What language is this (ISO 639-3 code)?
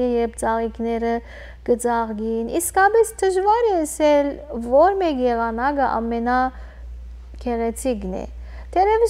hyw